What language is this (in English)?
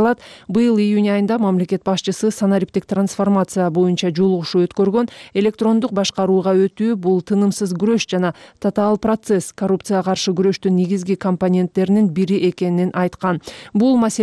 Kyrgyz